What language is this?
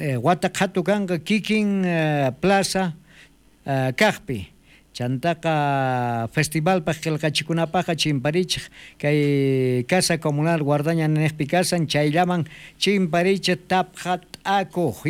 South Bolivian Quechua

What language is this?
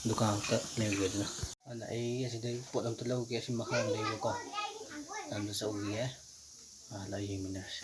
Manipuri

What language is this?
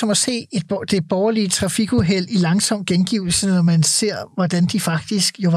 Danish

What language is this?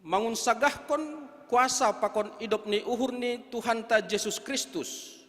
Batak Simalungun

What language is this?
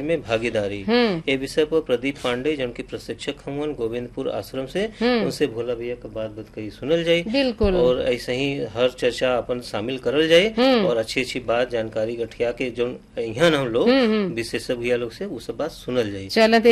Bhojpuri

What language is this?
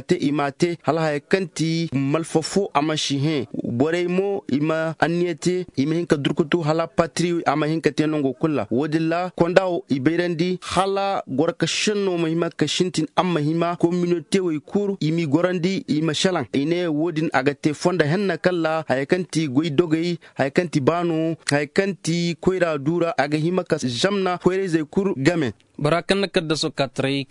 Zarma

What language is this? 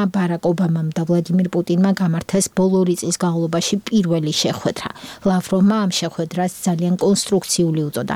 Georgian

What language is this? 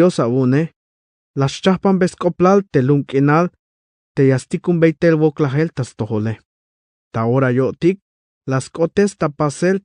Tzeltal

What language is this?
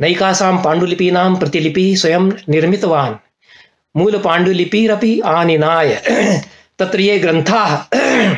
Sanskrit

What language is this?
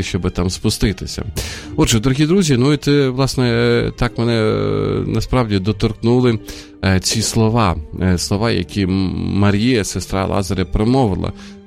Ukrainian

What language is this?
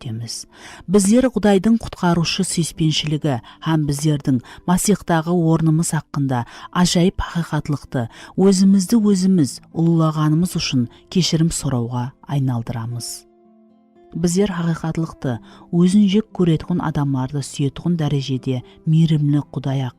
Kara-Kalpak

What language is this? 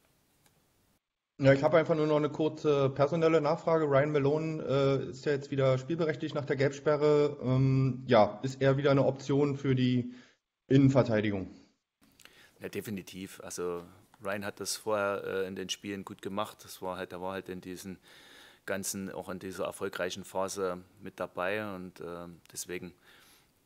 German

